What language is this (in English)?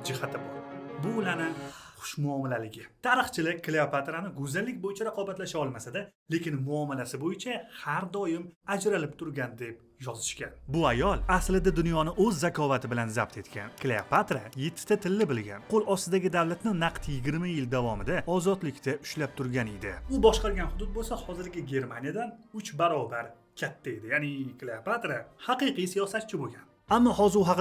Uzbek